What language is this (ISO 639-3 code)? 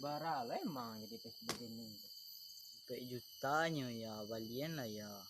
min